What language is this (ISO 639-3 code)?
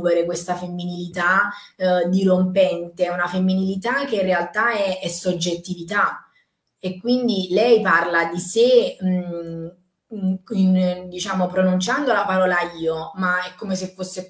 ita